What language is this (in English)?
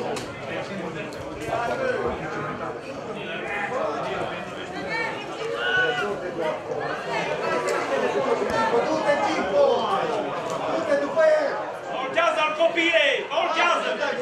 Romanian